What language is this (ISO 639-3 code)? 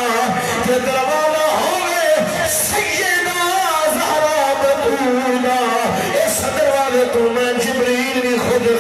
skr